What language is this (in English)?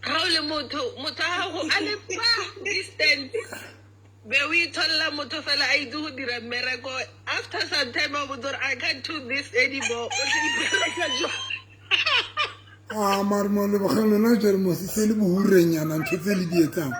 Southern Sotho